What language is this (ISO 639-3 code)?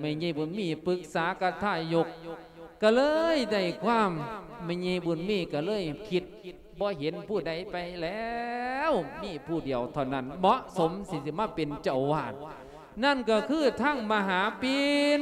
lao